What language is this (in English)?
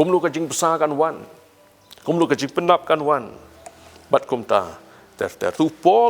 Khasi